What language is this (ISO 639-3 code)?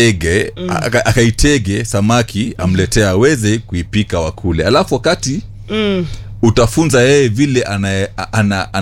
swa